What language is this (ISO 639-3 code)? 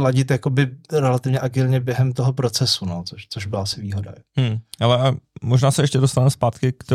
ces